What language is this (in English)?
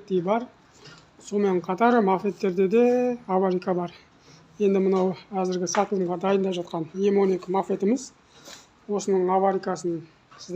Kazakh